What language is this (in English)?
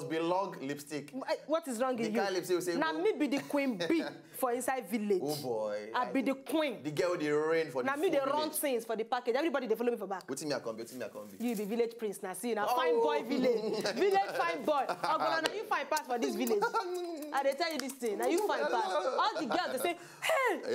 Nigerian Pidgin